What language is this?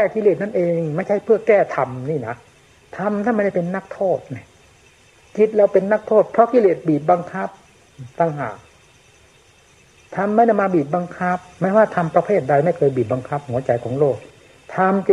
Thai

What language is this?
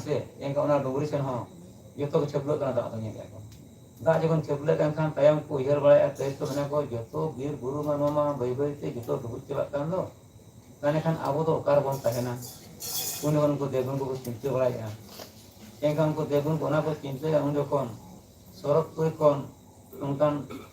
Santali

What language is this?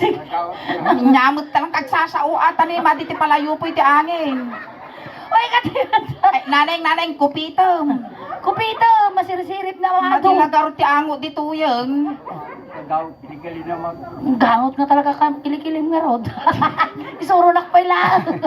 Iloko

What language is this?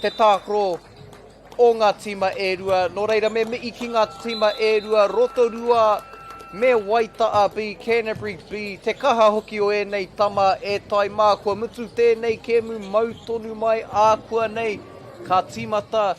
Māori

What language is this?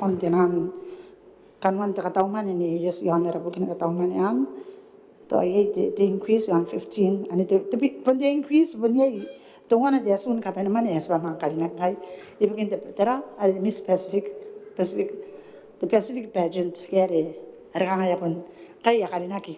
Gilbertese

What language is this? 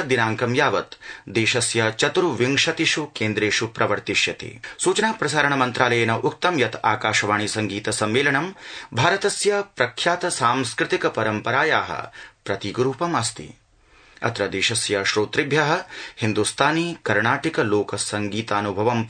Sanskrit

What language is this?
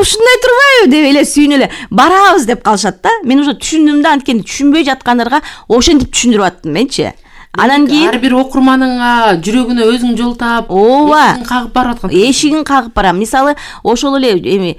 Kyrgyz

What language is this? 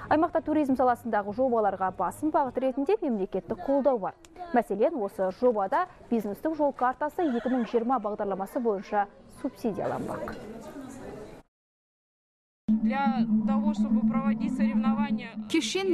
Kazakh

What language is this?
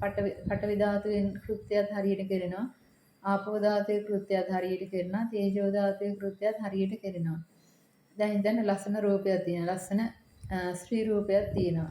Sinhala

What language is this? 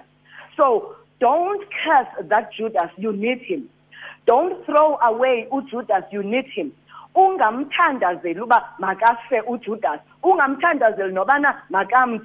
Xhosa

